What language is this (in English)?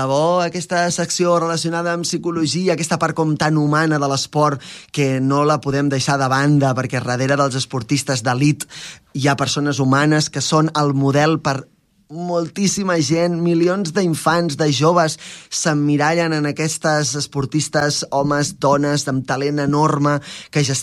Catalan